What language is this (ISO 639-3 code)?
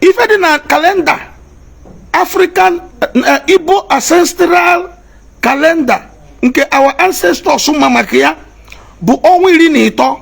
ibo